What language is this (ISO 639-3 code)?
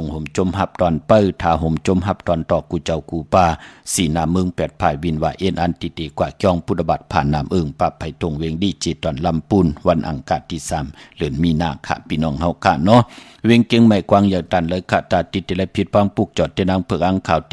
shn